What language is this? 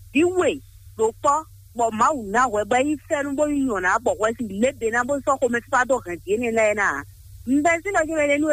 Fon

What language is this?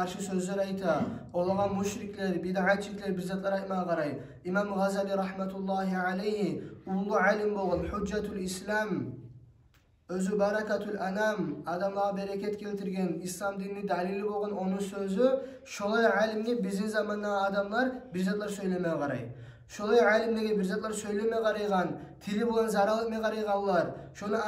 Kumyk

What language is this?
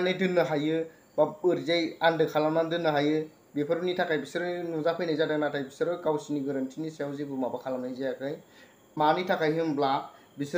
Bodo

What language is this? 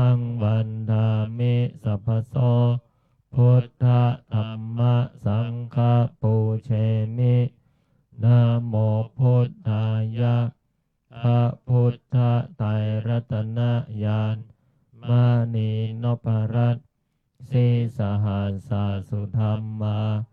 Pali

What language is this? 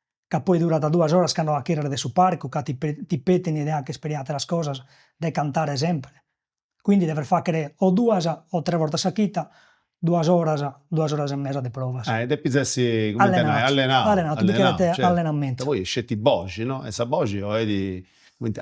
Sardinian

